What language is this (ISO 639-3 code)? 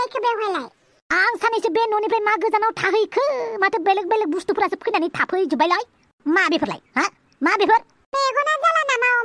brx